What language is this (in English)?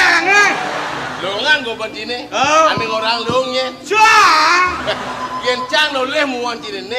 Balinese